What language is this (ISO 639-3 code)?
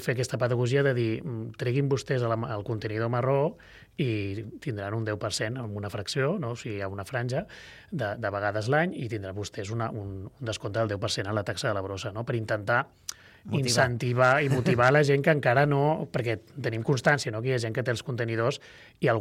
cat